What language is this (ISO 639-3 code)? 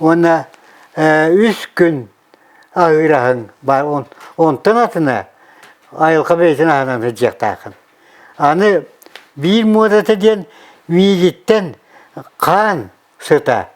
sah